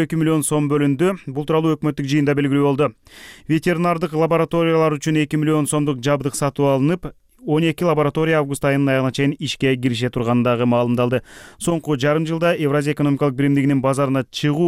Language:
Kyrgyz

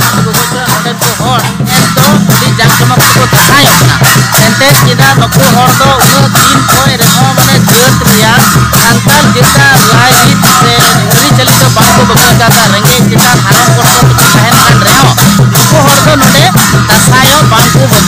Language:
Santali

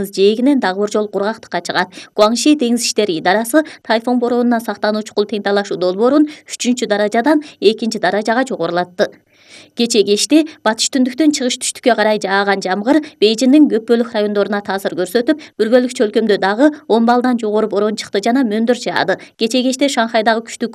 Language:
Kyrgyz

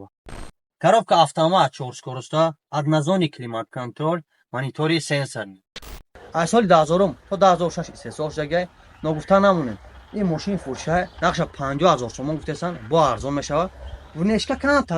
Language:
Tajik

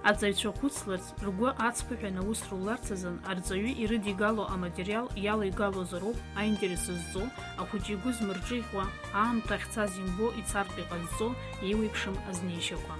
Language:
Abkhazian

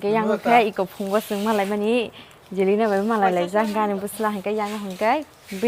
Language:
Kok Borok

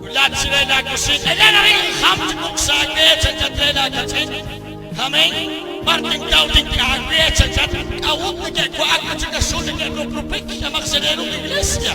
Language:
Kekchí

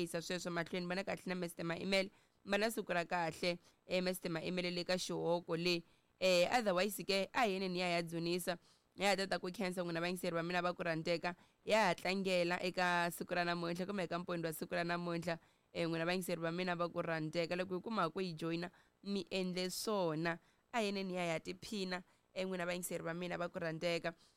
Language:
Tsonga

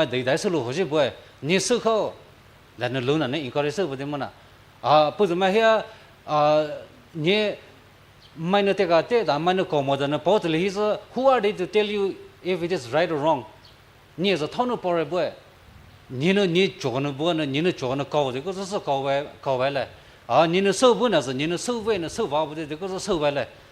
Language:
Poumei Naga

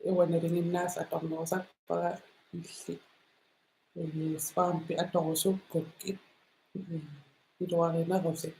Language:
Kalaallisut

